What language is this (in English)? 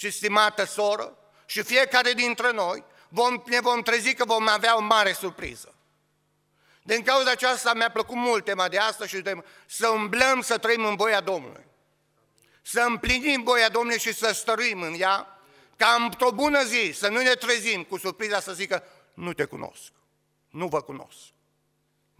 Romanian